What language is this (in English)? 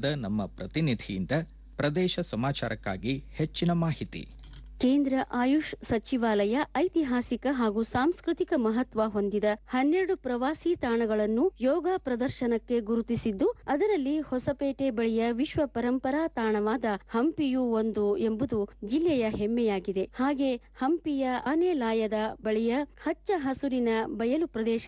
Kannada